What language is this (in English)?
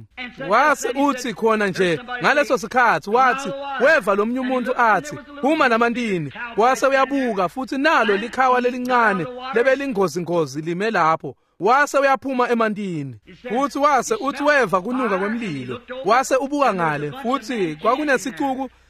Swati